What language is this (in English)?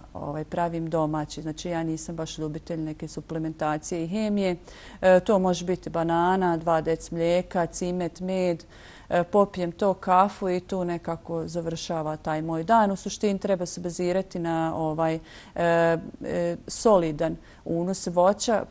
Bosnian